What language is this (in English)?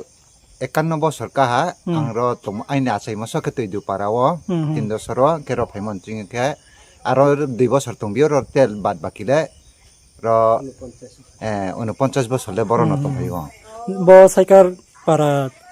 Riang (India)